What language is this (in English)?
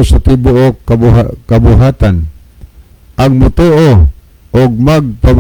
Cebuano